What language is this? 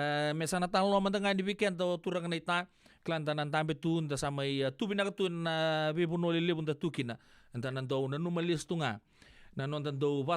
Fijian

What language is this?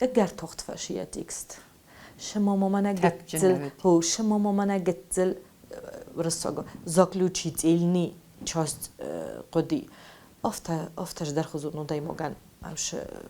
Ossetic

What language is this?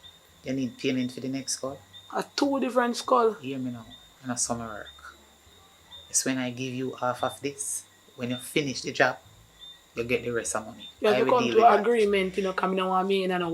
Jamaican Creole English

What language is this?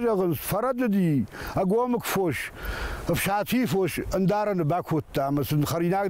Ossetic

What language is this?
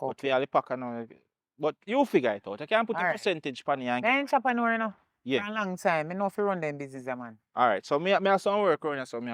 Jamaican Creole English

